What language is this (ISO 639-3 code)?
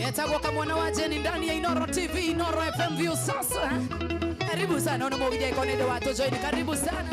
kik